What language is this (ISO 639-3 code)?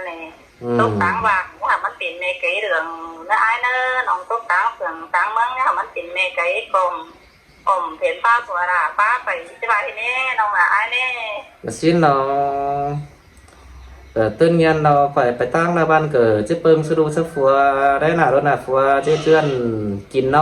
lao